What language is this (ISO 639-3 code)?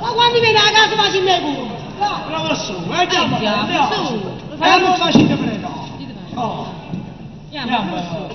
nap